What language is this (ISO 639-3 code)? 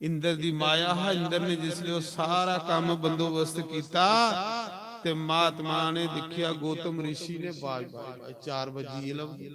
doi